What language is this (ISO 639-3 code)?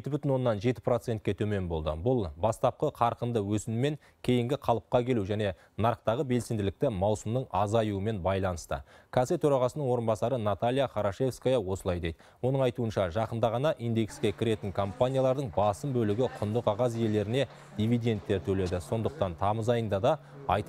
kaz